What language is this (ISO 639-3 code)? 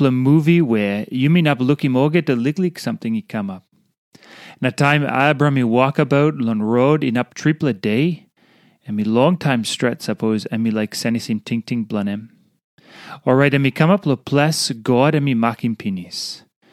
tpi